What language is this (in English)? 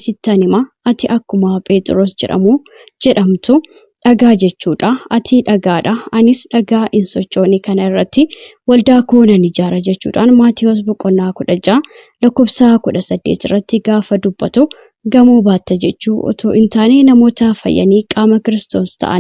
Oromo